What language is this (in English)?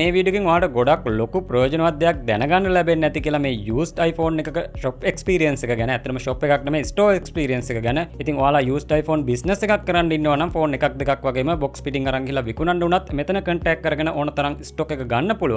Sinhala